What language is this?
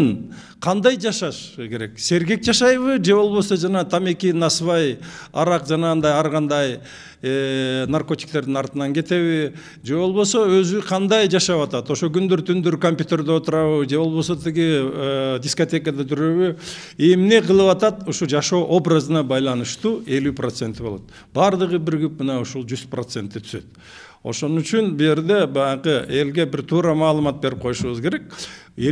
Kyrgyz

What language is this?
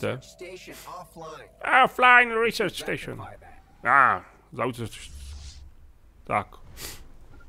Czech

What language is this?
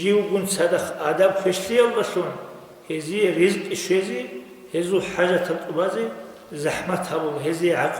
Avaric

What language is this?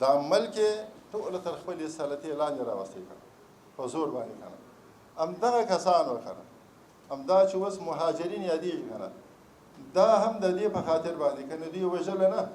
Pashto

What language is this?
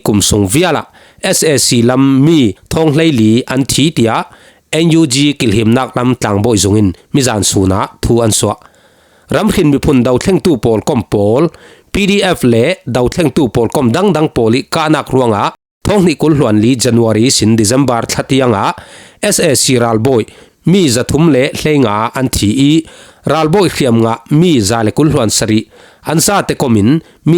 Falam Chin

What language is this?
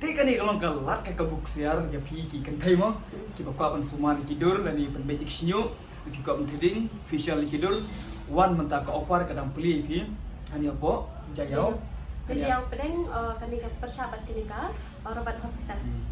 Khasi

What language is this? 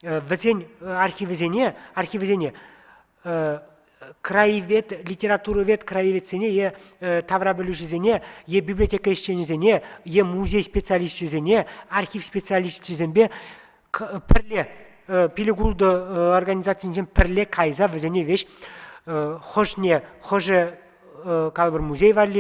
Chuvash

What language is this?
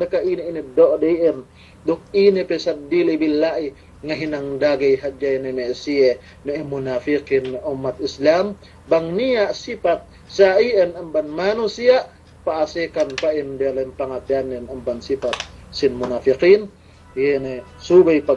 Yakan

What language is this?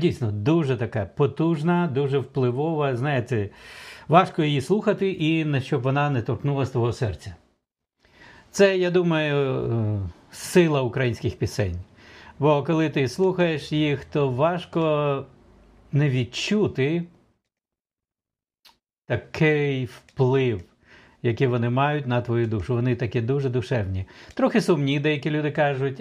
Ukrainian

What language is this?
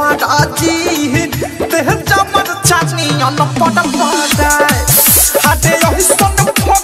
Bhojpuri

